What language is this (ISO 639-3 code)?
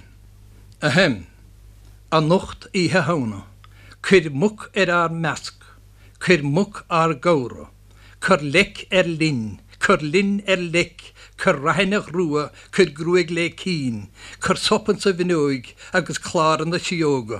gle